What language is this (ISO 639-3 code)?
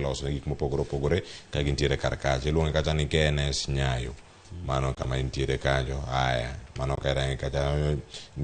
luo